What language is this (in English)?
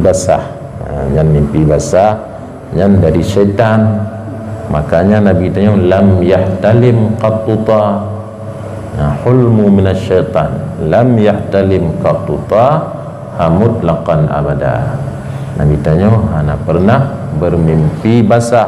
Achinese